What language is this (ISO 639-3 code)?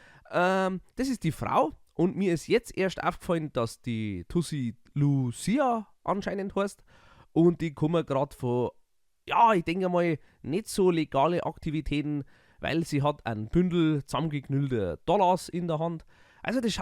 bar